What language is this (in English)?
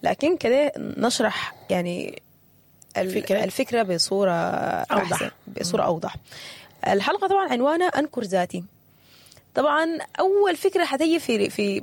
Sudanese Arabic